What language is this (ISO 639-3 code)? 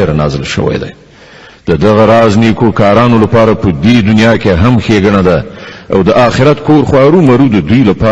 pus